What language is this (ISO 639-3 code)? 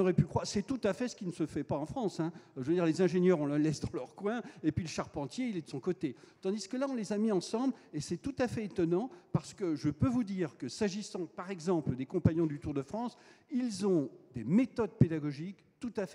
fra